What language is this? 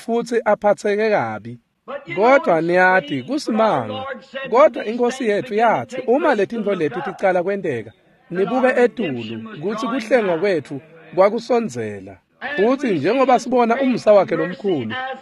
Swati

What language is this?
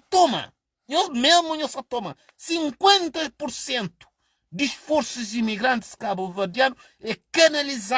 Kabuverdianu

